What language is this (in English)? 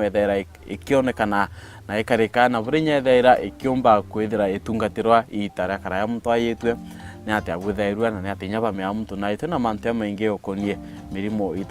Meru